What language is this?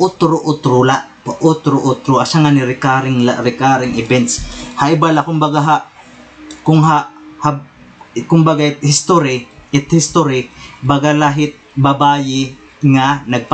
Waray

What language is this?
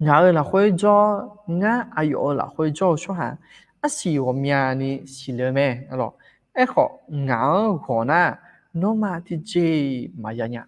Akha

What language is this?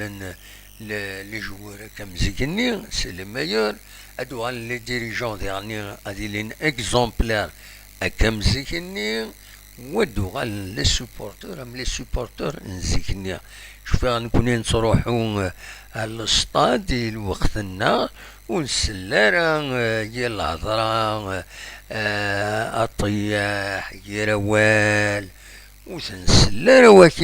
Kabyle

